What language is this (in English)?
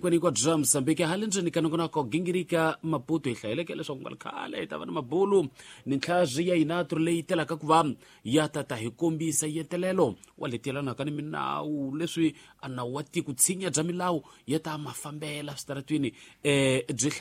Tsonga